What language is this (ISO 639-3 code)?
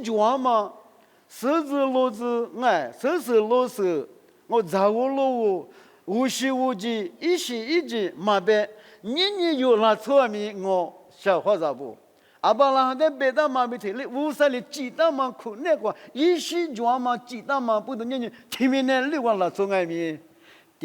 lis